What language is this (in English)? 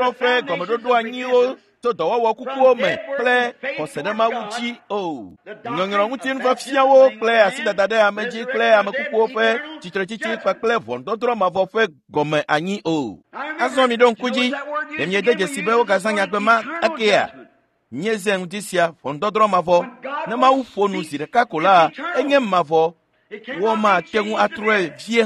Ewe